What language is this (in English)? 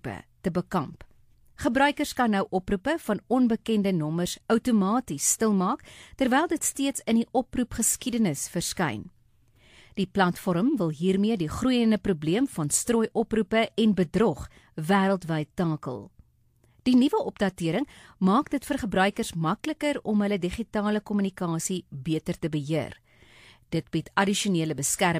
Afrikaans